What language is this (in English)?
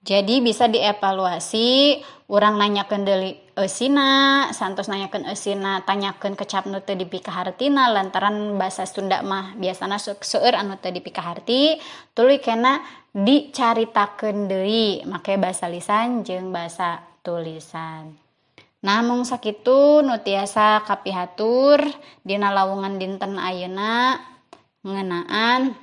Sundanese